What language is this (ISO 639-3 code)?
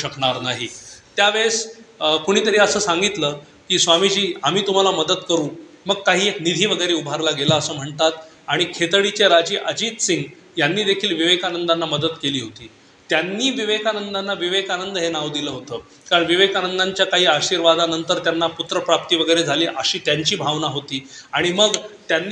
mar